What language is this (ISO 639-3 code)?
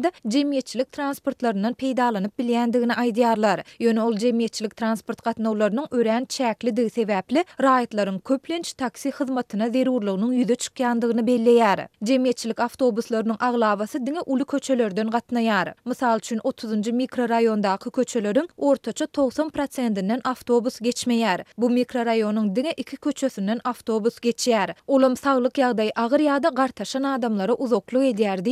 tuk